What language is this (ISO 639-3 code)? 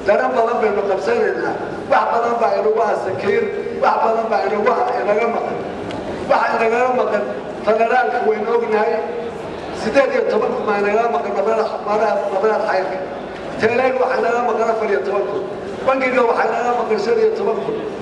som